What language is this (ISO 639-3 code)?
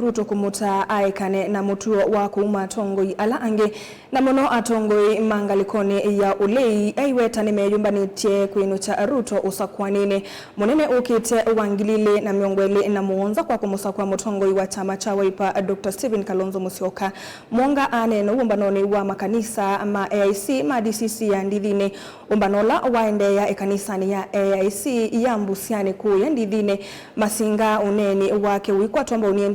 kam